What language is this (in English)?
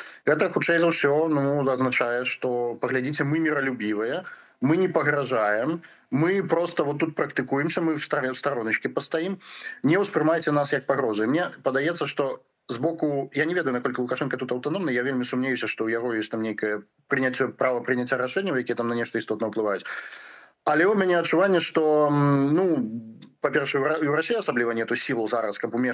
Belarusian